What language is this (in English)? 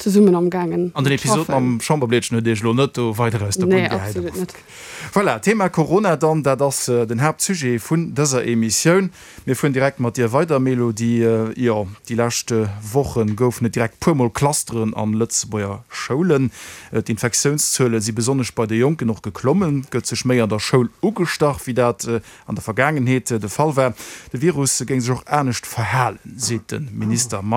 Luxembourgish